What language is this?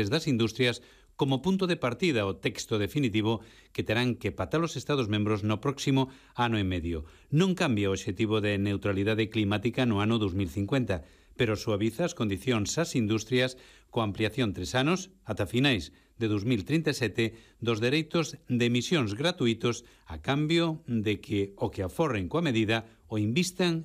Galician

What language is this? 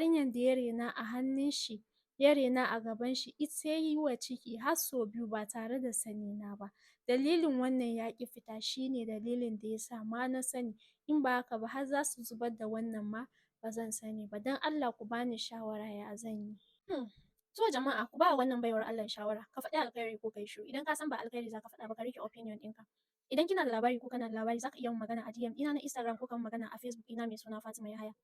Hausa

